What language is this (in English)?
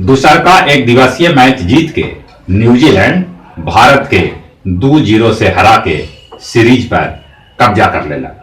Magahi